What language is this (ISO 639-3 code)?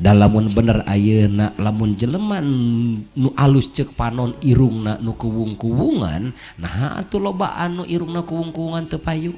sun